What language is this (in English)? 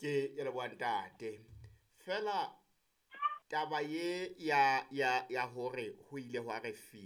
Southern Sotho